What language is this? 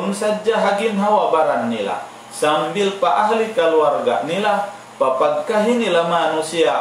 Tausug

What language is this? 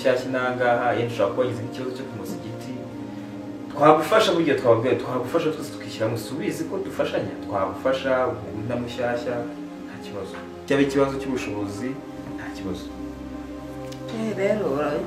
Kinyarwanda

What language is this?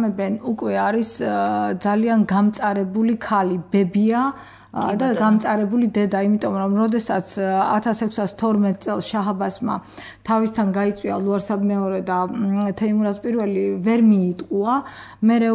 Georgian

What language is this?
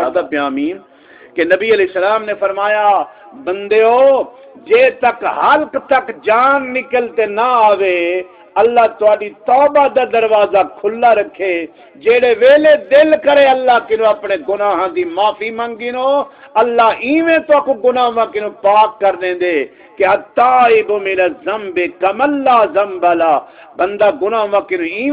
Saraiki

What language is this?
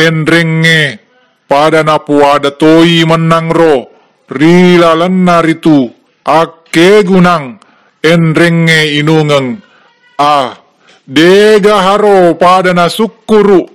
Buginese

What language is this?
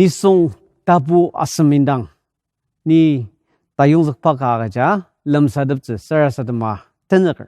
Ao Naga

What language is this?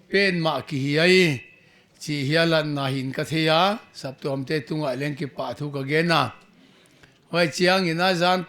Paite Chin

